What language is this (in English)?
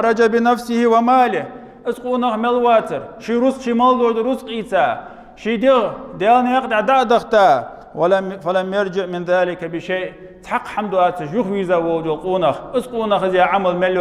Ingush